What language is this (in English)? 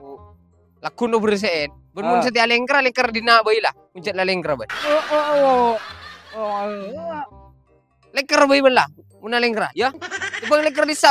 Madurese